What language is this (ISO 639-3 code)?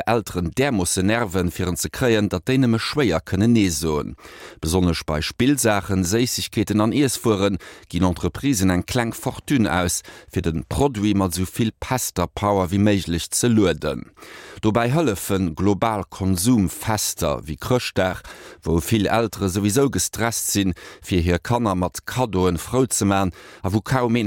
ltz